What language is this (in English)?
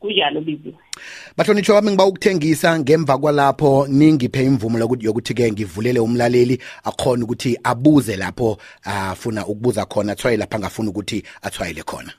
South Ndebele